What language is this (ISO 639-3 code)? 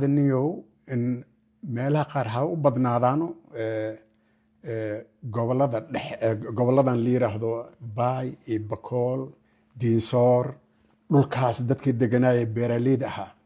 som